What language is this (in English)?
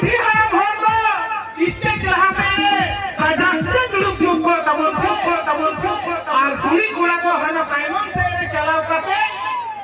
Santali